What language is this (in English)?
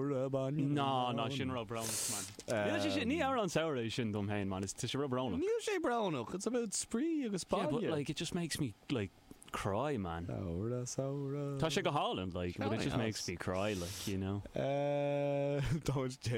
Irish